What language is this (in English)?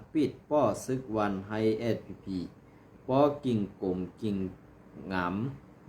Shan